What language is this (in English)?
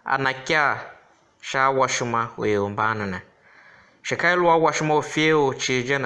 Tiv